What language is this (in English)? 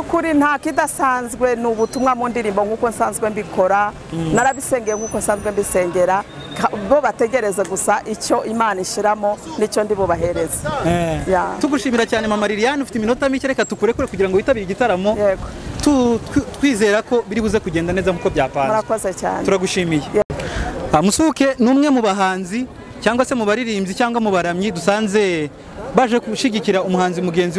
Kinyarwanda